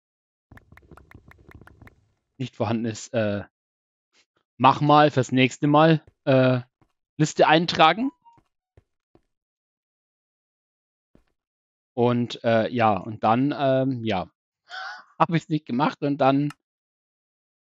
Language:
German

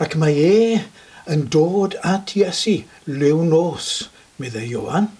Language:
Welsh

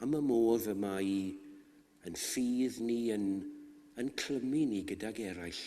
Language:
Welsh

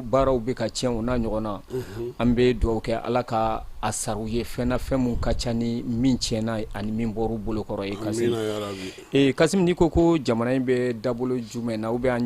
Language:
Bambara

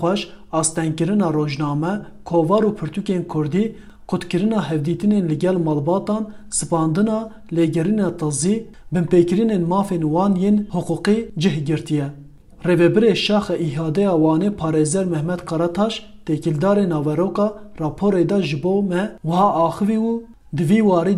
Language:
Kurdish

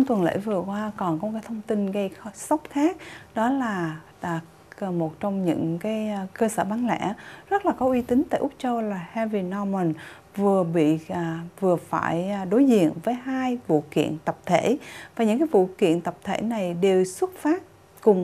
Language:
Vietnamese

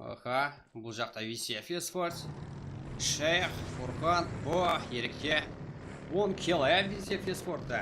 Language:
Kara-Kalpak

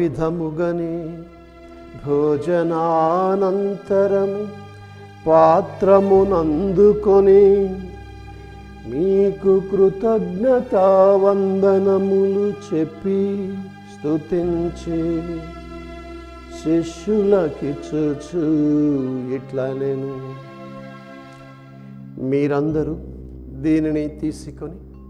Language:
Telugu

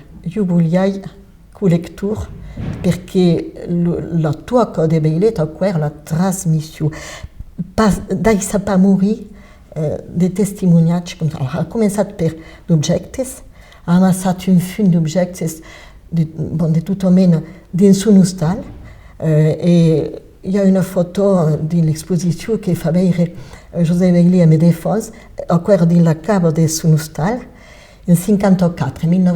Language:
Occitan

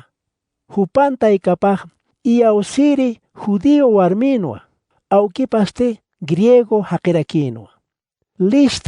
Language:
Aymara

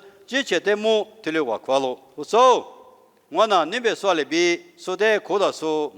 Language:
Lisu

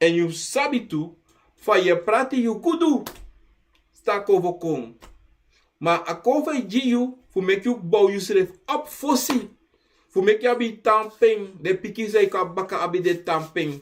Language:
Sranan Tongo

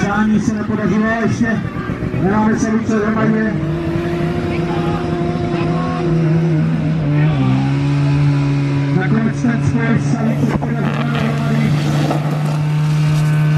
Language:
Czech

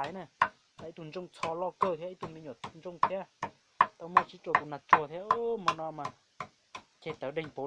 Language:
Hmong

